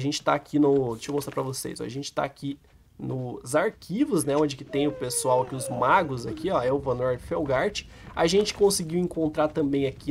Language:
Portuguese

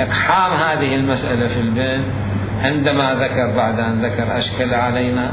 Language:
Mesopotamian Arabic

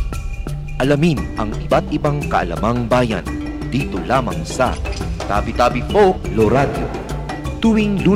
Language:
Filipino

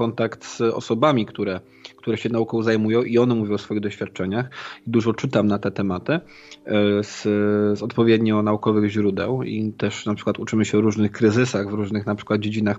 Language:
Polish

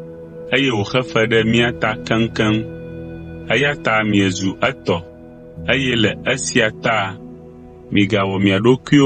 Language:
Ewe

